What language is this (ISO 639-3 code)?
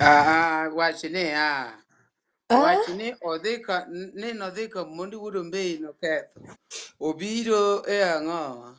luo